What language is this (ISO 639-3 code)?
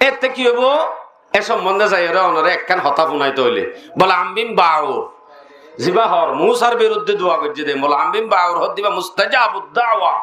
rhg